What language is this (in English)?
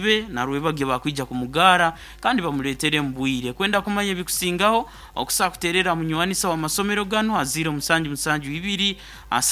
Nyoro